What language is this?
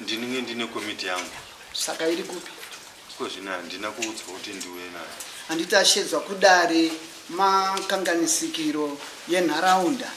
Shona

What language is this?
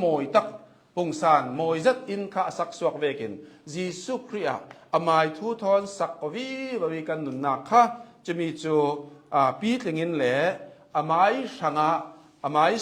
Hakha Chin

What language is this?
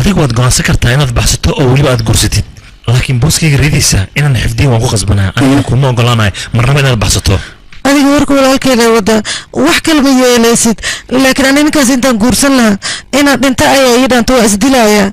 Somali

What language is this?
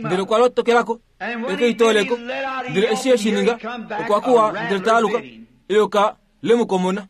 Kuanyama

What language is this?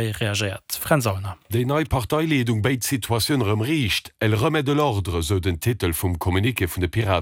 Luxembourgish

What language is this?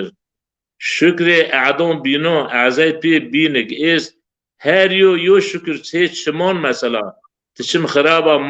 Zaza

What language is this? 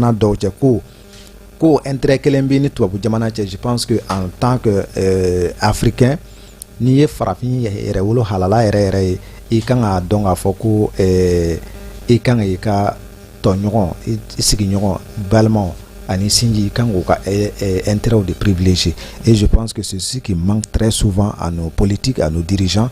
Bambara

